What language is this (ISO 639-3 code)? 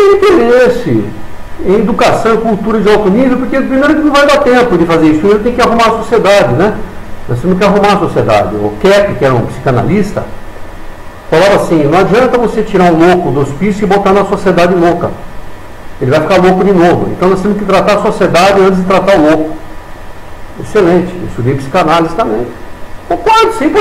por